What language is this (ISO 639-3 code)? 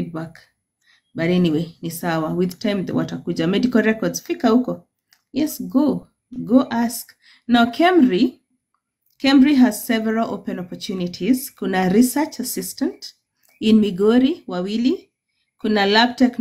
swa